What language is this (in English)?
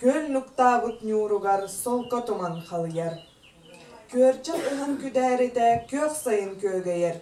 Yakut